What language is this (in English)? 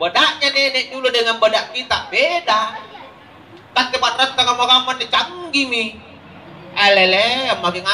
Makasar